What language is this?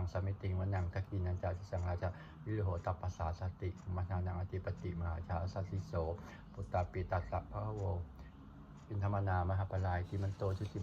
Pali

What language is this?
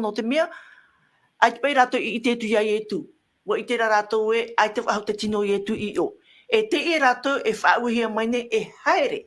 Tahitian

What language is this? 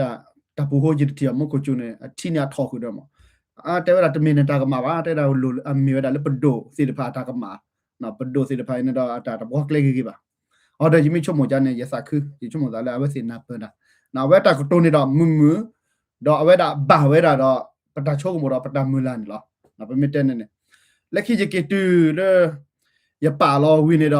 S'gaw Karen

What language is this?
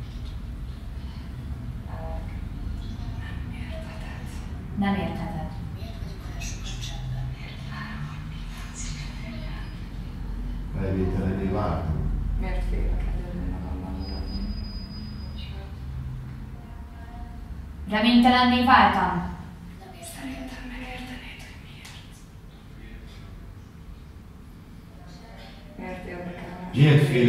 Hungarian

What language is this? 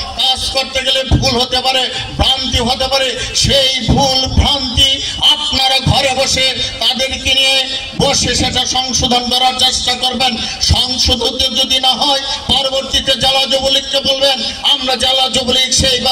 Bangla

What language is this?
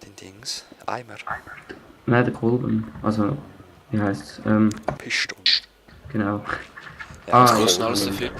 Swiss German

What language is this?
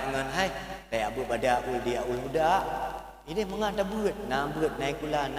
Achinese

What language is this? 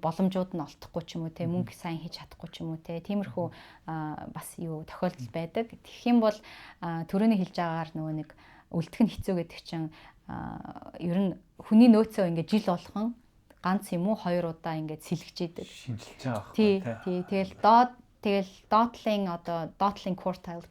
Mongolian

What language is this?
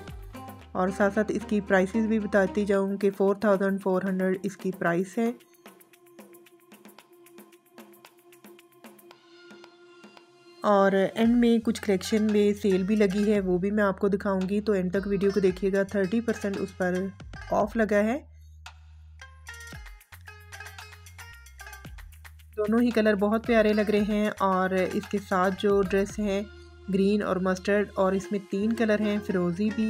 Hindi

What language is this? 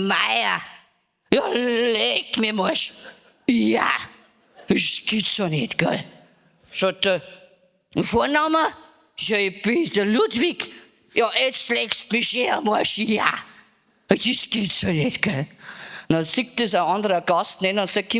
Bavarian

